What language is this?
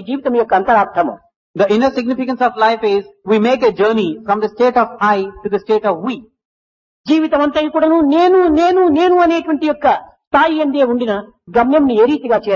Telugu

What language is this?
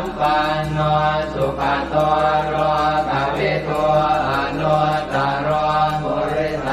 Pali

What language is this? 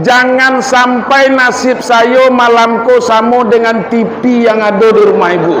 Minangkabau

